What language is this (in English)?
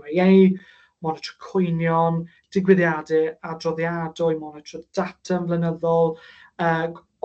Welsh